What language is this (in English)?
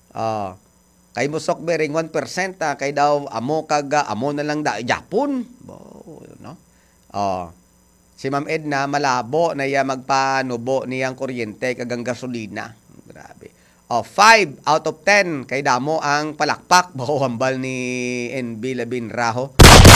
Hiligaynon